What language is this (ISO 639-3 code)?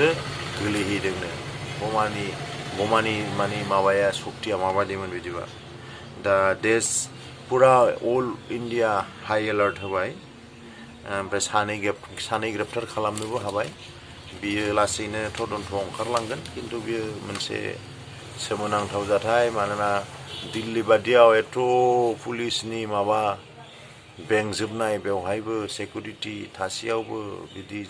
brx